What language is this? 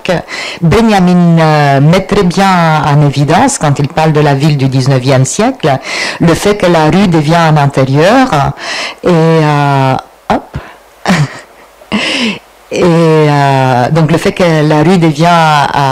French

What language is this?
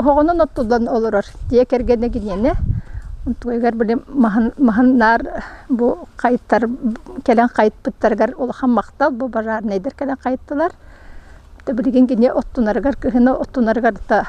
Yakut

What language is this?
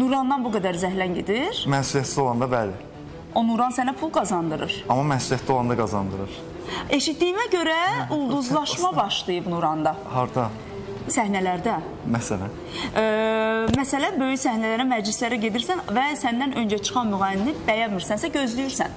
Azerbaijani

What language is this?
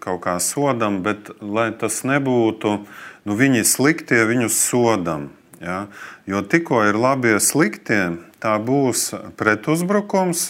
Latvian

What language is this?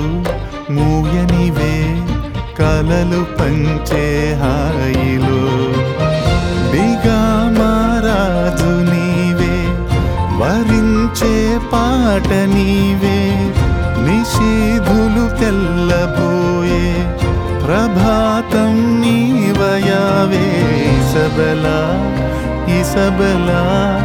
Telugu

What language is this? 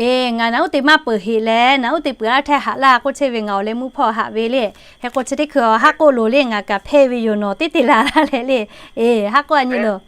Lahu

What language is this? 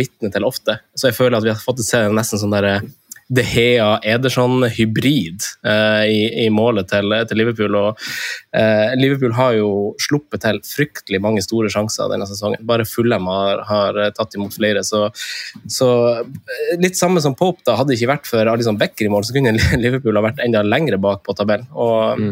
Norwegian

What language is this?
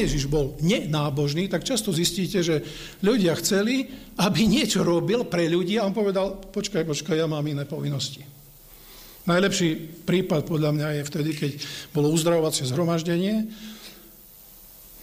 Slovak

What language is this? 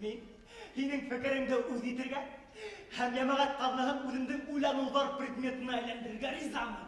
Bashkir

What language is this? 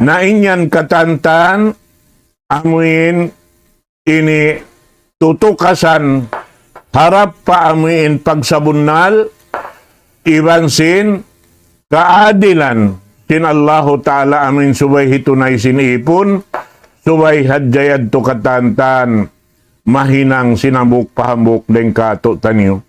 Tausug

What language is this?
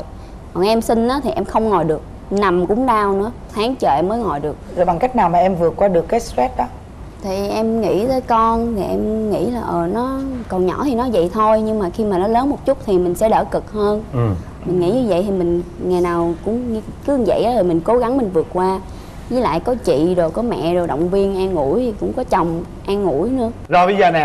Vietnamese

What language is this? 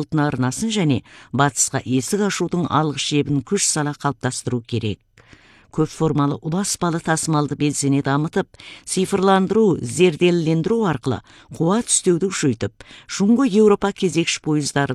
Kazakh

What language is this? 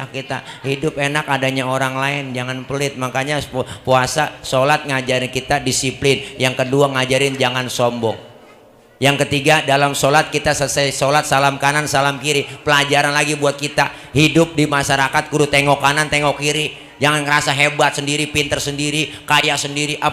Betawi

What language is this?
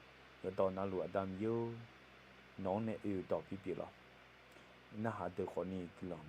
Akha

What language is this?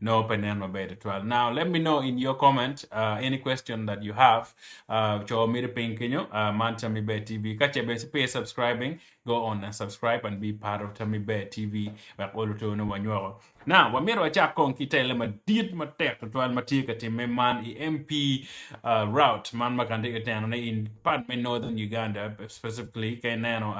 Acoli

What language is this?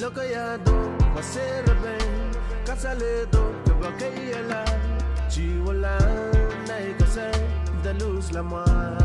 Pohnpeian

